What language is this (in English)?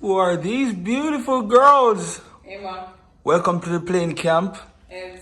Jamaican Creole English